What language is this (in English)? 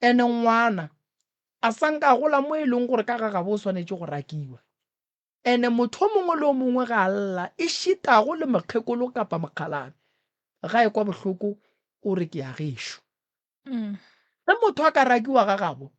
Northern Sotho